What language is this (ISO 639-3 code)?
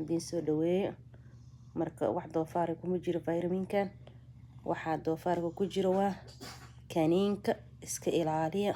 som